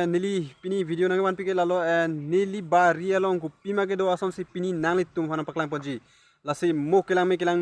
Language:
Karbi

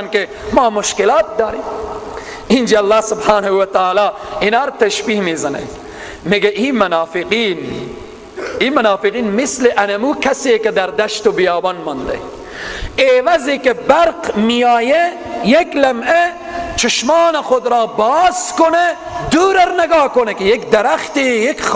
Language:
Persian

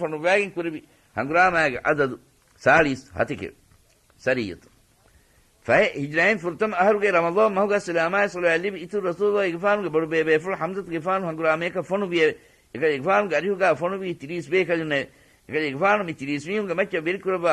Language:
Divehi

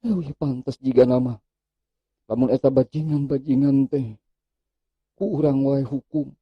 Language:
Sundanese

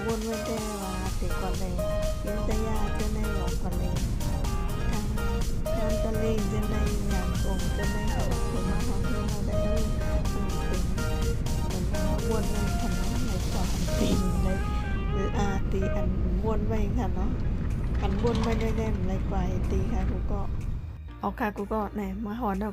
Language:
Shan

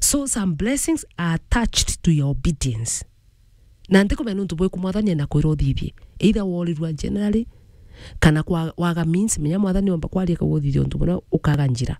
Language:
Meru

